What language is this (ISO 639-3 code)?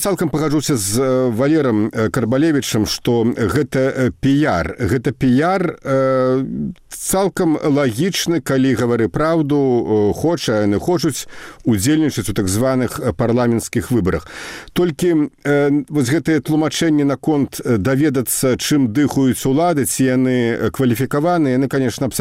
bel